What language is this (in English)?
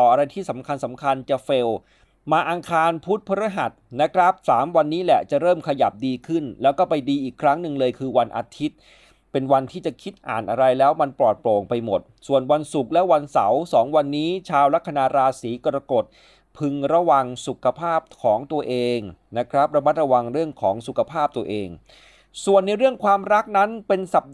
Thai